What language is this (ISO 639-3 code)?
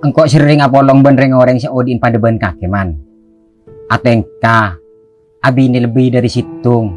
mad